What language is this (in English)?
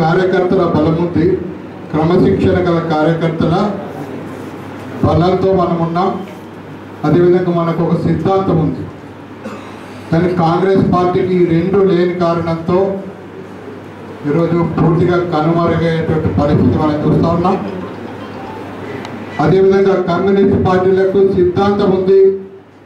Telugu